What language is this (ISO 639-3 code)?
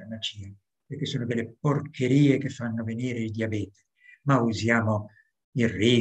ita